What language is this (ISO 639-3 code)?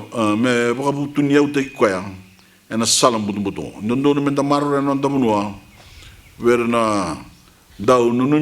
fij